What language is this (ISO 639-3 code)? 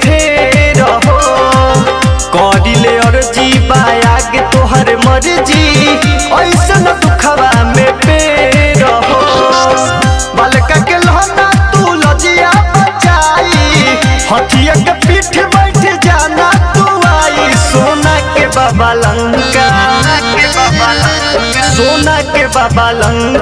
bho